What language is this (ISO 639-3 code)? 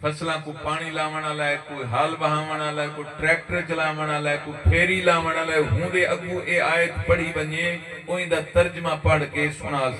skr